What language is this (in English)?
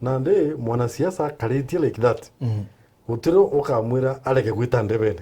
Meru